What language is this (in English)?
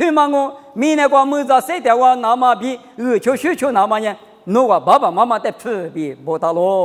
Lisu